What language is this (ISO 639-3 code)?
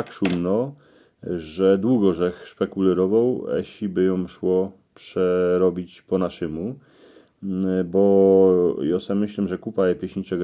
szl